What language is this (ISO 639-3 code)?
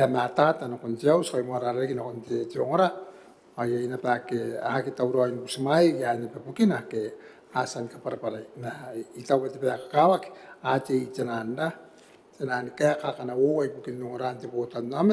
gil